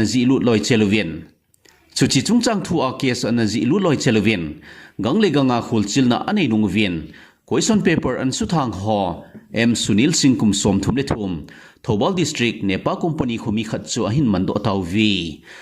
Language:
Thado Chin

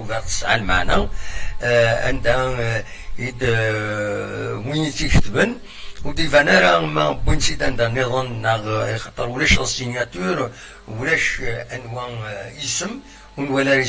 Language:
Kabyle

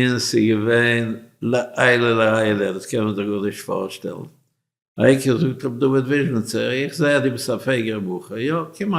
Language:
Yiddish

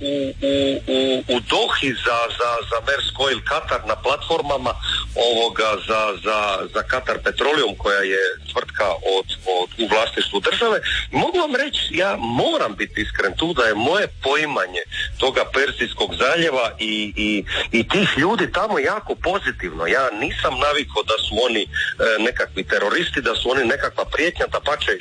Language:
Croatian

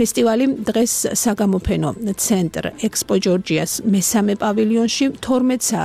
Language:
Georgian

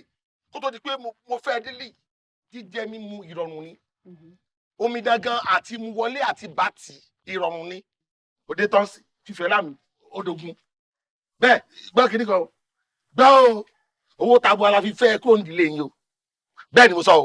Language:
Yoruba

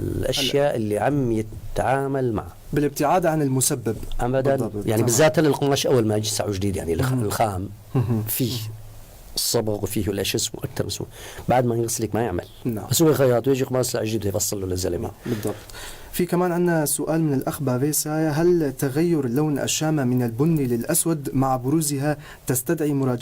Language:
North Levantine Arabic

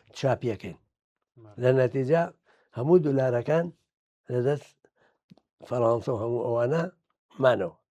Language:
Central Kurdish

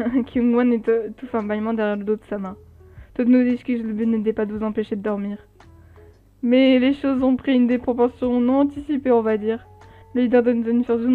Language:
French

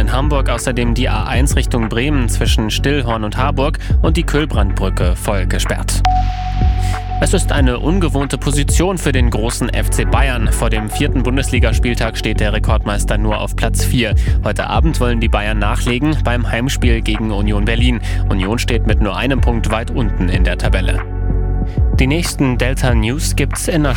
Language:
German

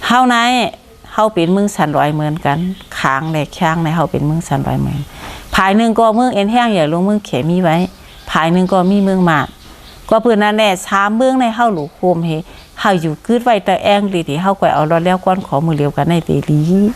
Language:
Shan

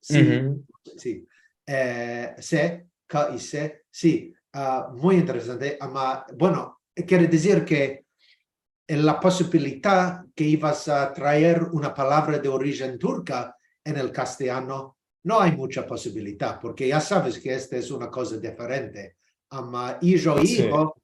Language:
Ladino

